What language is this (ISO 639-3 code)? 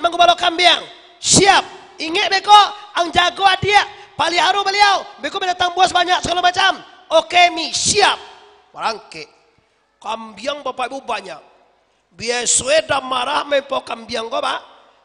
min